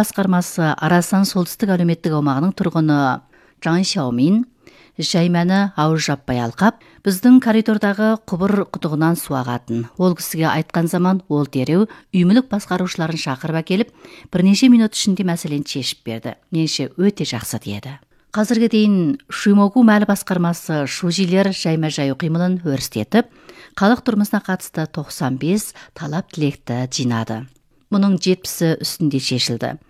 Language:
Kazakh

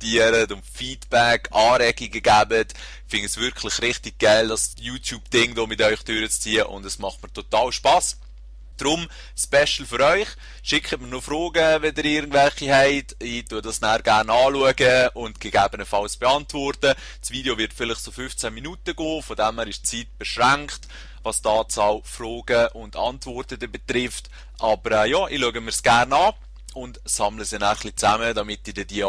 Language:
Swiss German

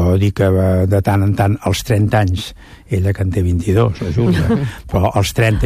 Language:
Catalan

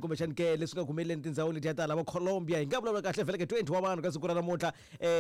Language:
Tsonga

